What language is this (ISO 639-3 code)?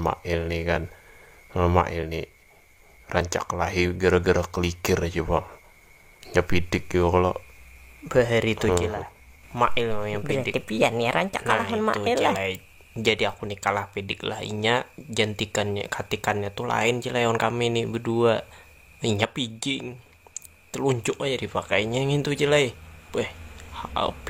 bjn